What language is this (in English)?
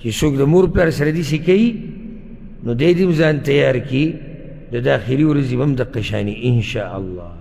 Pashto